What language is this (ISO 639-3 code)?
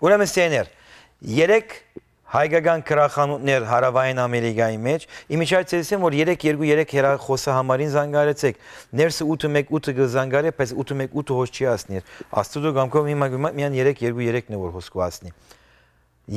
hyw